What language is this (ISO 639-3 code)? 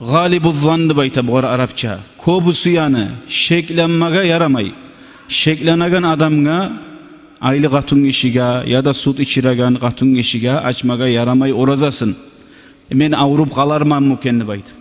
kum